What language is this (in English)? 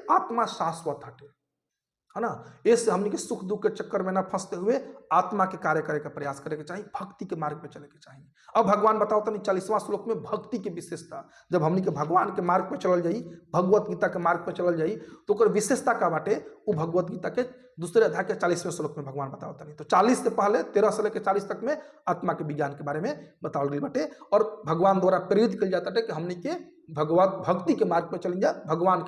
Bhojpuri